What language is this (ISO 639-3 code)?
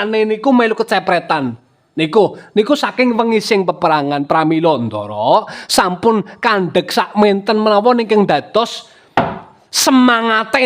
jav